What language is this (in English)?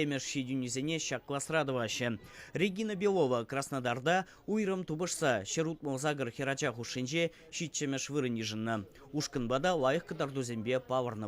Chuvash